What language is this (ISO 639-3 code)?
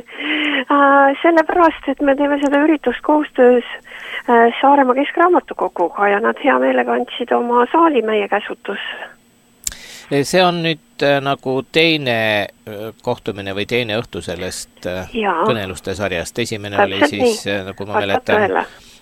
est